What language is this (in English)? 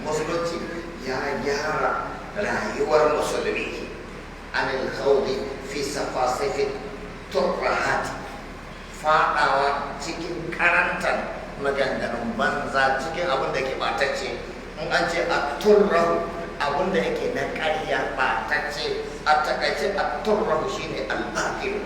Hausa